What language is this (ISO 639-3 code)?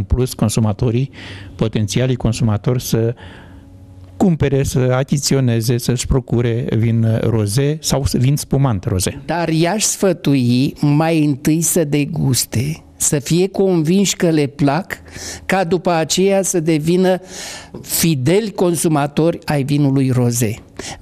ron